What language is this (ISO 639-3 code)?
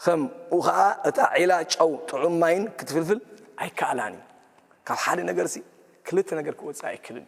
tir